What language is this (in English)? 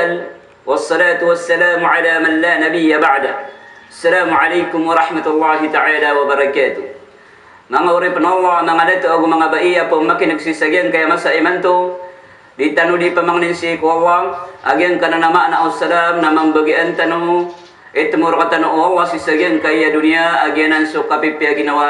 Maranao